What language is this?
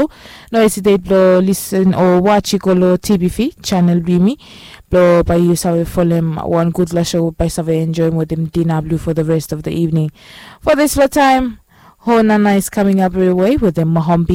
Bislama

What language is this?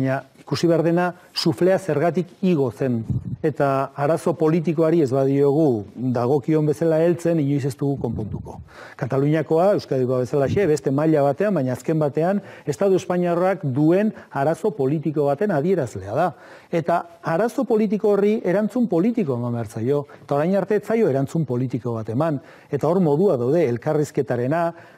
Basque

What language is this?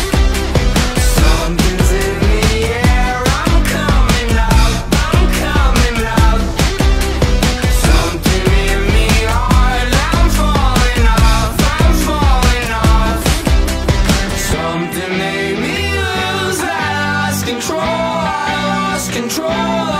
English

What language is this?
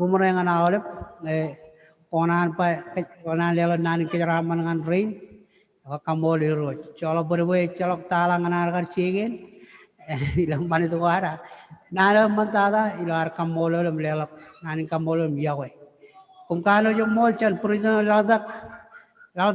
Marshallese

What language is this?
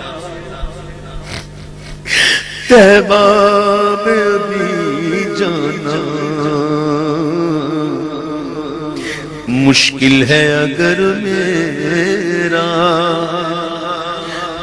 Urdu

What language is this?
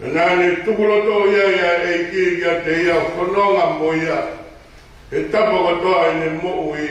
Tongan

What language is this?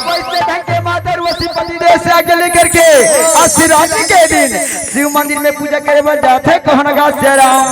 Chhattisgarhi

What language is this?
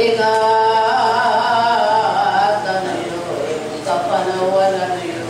Pampanga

